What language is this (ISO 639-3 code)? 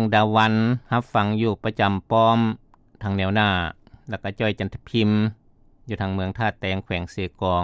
lao